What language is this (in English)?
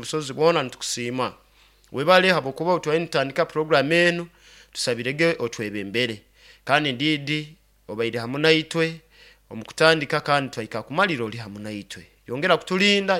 Nyoro